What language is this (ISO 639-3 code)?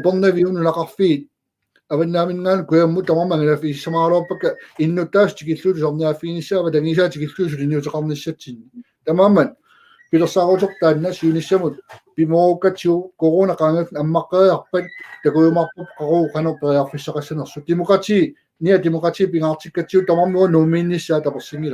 kal